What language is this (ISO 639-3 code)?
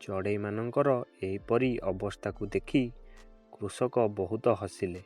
ori